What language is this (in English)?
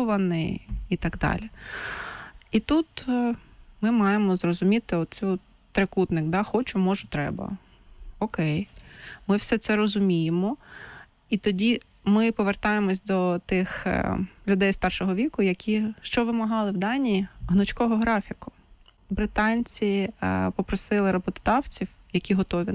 Ukrainian